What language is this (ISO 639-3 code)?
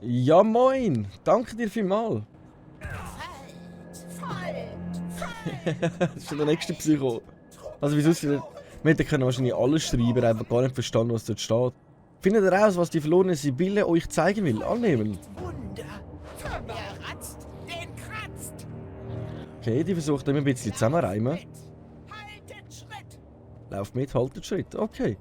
gsw